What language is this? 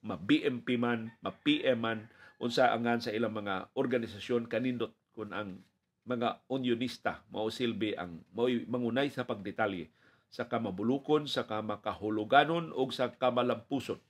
Cebuano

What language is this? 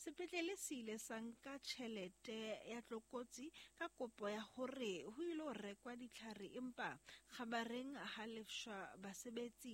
Southern Sotho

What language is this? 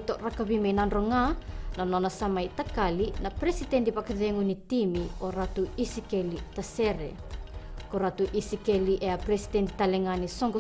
Fijian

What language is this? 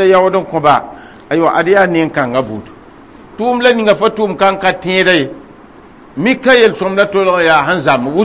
Mossi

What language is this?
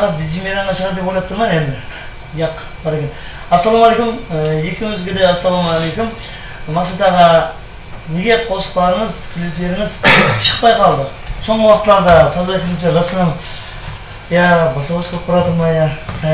Kara-Kalpak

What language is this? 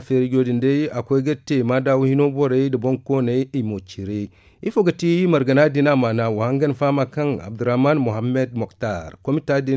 Zarma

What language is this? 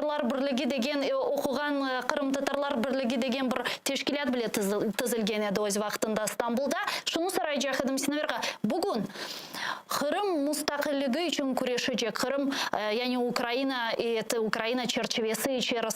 Crimean Tatar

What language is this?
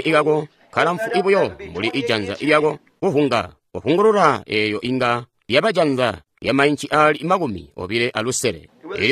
Tonga (Zambia)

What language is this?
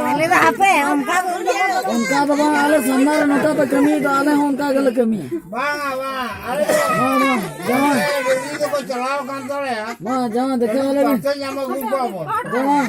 Santali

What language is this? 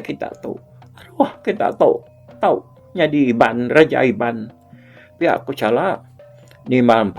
Iban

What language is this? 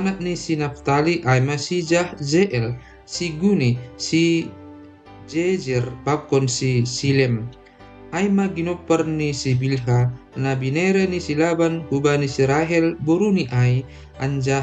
Batak Simalungun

